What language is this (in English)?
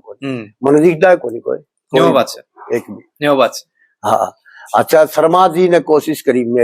Haryanvi